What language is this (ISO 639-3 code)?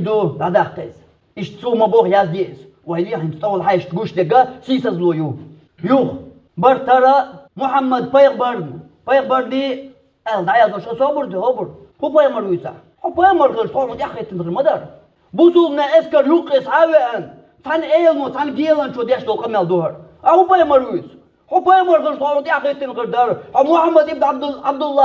che